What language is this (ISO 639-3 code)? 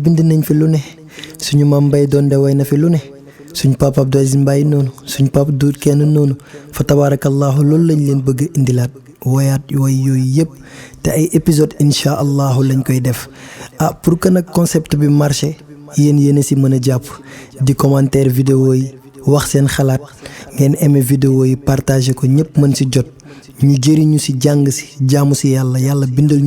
wol